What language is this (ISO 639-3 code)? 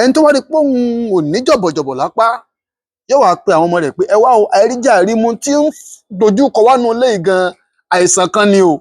yor